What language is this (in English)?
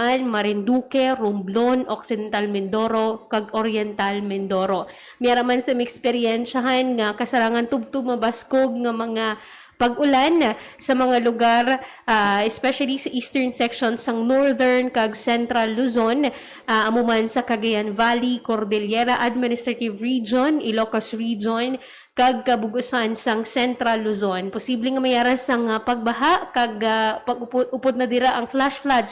Hiligaynon